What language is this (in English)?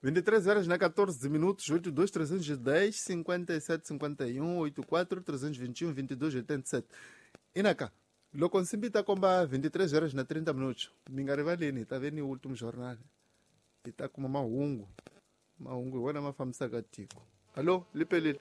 Tsonga